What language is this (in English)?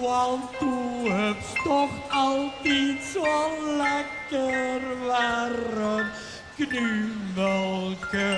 Limburgish